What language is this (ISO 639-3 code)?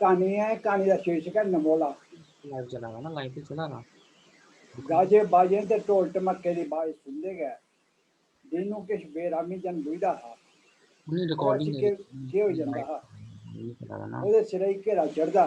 doi